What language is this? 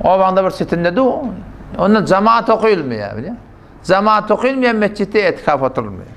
Turkmen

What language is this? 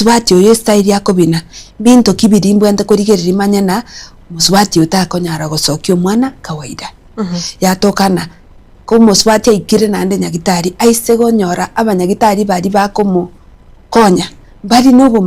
Gusii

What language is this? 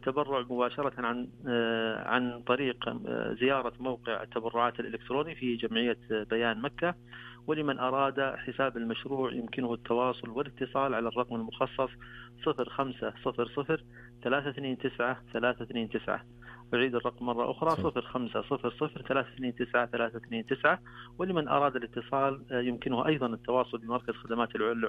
Najdi Arabic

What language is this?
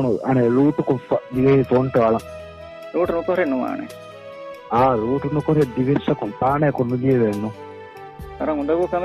Divehi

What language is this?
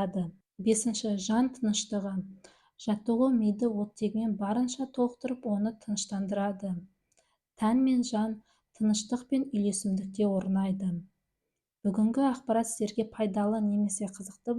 Kazakh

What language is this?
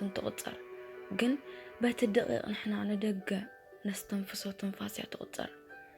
Tigrinya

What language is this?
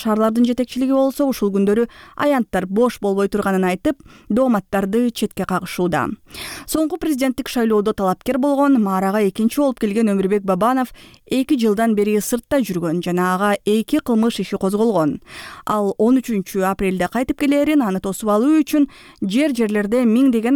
Kyrgyz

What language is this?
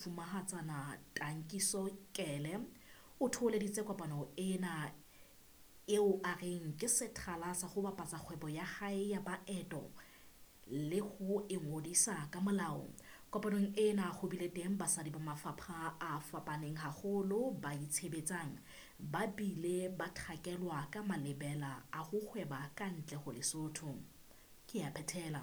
Southern Sotho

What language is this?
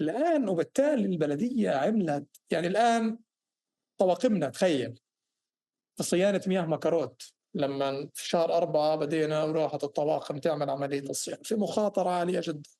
North Levantine Arabic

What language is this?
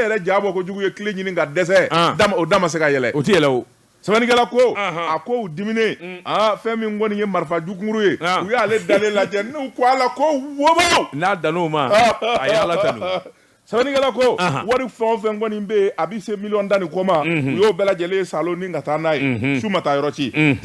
Bambara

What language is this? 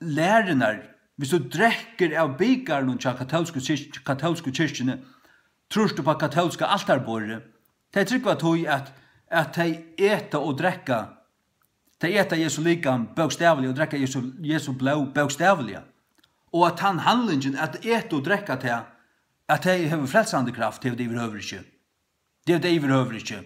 Faroese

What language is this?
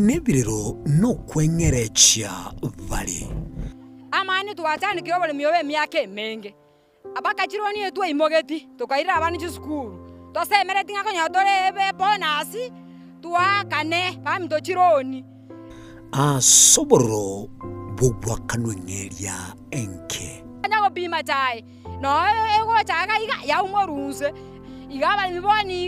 Gusii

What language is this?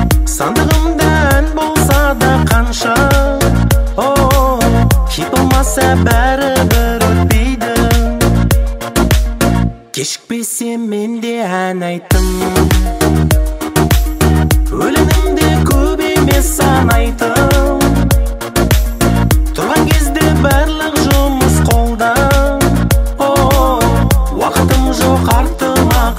Kazakh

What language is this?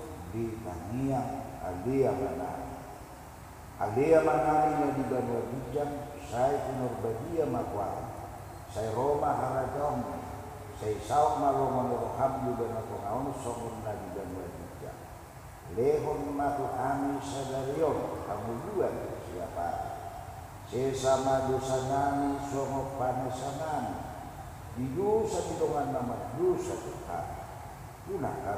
Batak Toba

